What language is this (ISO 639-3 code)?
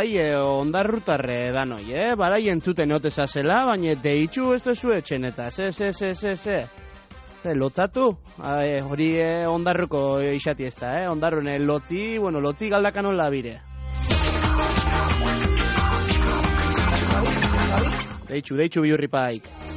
eus